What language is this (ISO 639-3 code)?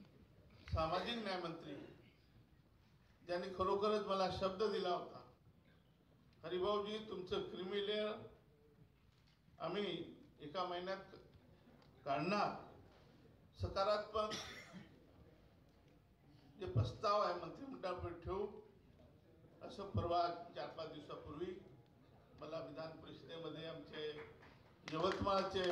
mar